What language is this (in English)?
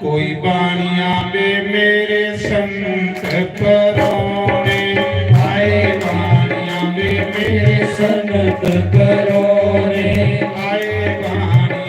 Dogri